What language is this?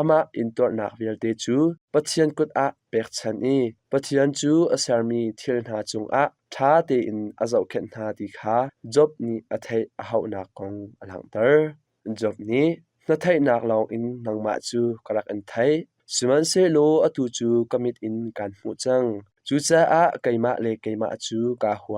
Hakha Chin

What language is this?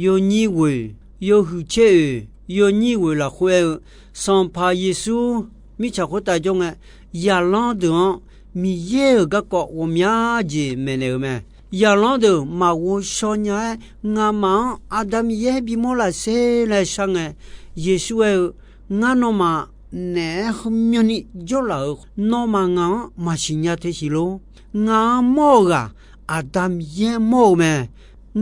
Akha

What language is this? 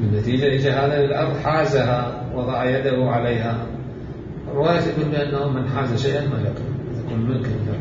Mesopotamian Arabic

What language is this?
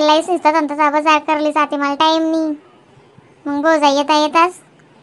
Khandesi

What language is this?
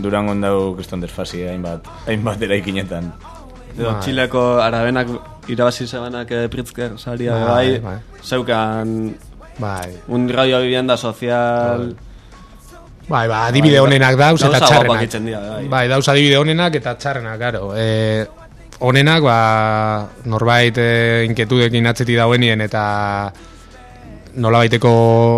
Basque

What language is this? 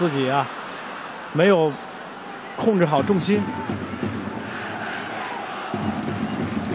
Chinese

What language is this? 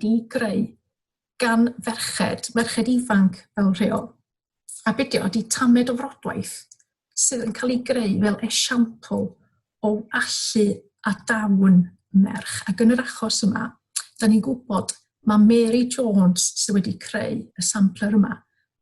Welsh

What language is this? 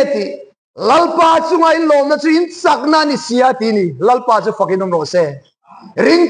Mizo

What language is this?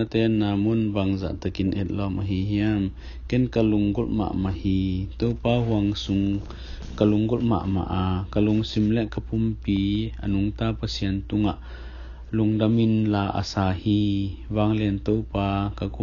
Tedim Chin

